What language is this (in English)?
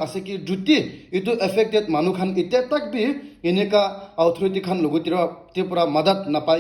Naga Pidgin